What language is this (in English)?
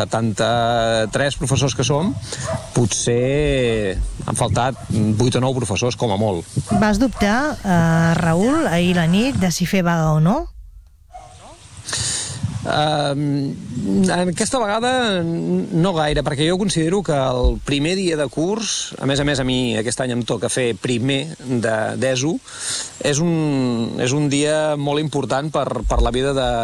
Catalan